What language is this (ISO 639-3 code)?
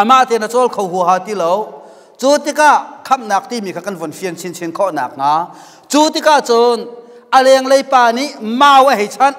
cnh